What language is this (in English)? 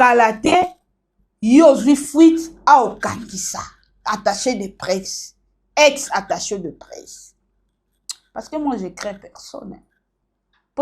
Lingala